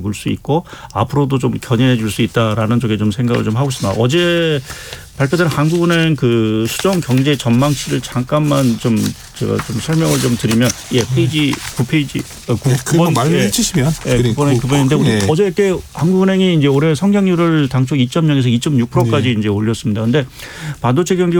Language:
Korean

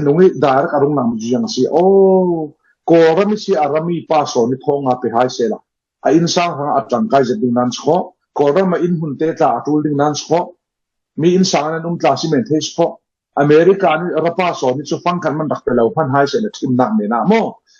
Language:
Falam Chin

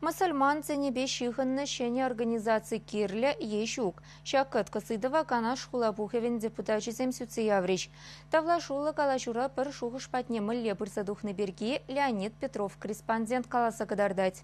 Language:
Chuvash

